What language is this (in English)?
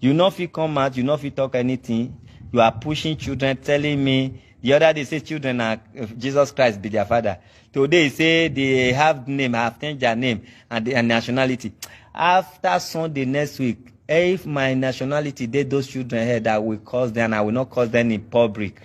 Nigerian Pidgin